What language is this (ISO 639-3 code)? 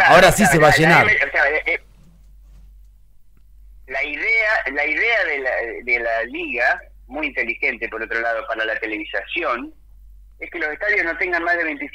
spa